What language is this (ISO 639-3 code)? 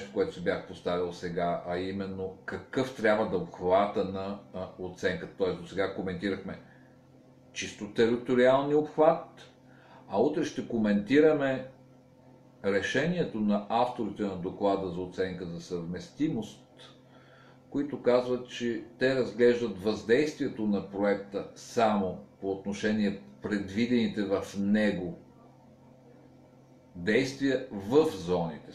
bul